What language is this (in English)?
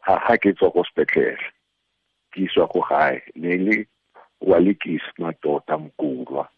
Tswana